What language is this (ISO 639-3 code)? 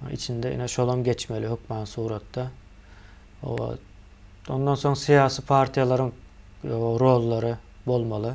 tuk